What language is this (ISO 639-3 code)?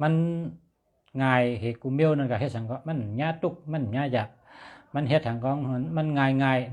shn